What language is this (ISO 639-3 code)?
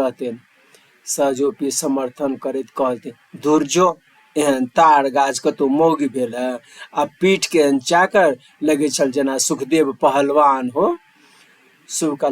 mai